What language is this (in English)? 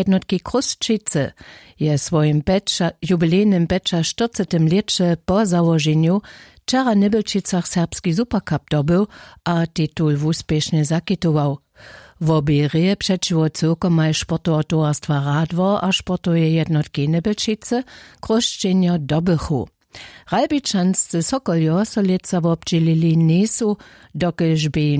Upper Sorbian